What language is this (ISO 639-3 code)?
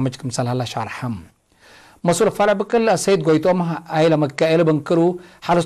tig